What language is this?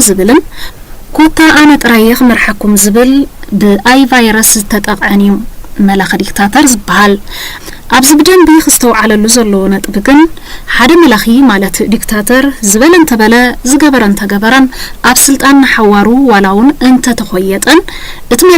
Tigrinya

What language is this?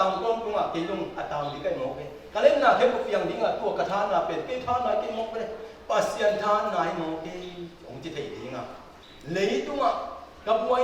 Tedim Chin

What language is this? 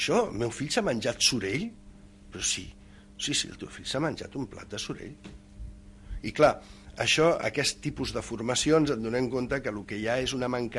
Catalan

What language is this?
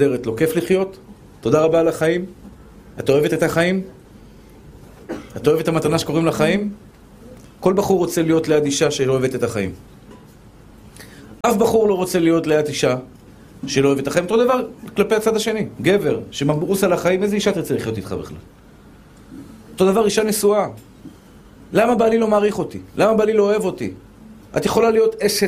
Hebrew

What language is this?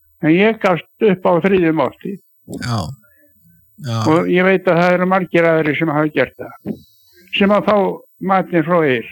Icelandic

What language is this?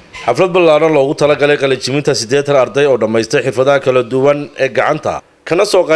Somali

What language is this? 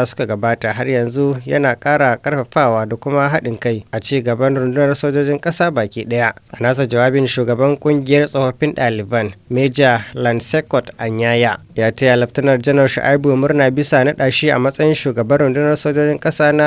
Hausa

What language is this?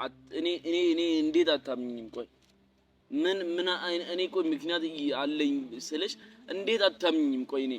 Amharic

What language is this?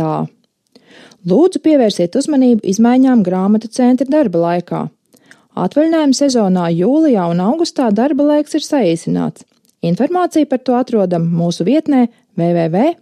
Latvian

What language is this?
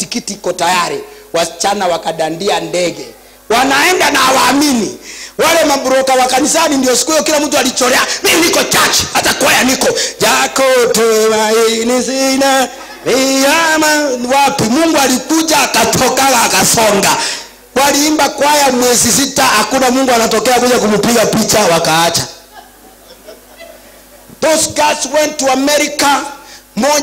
Swahili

